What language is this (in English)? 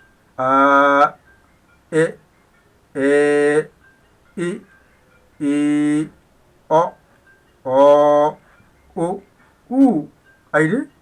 Fula